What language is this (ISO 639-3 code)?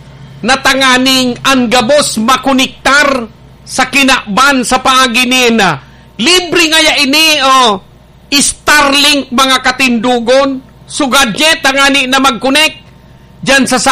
bik